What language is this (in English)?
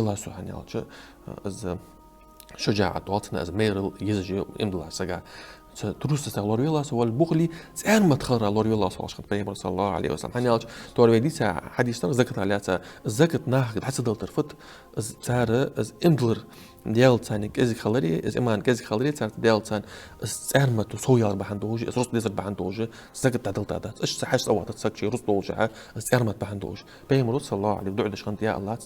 Ingush